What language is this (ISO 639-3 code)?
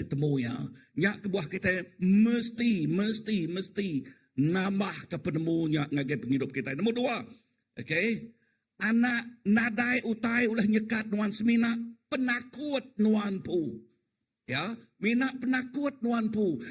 iba